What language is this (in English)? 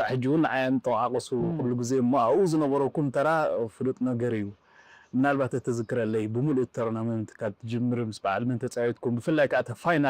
Tigrinya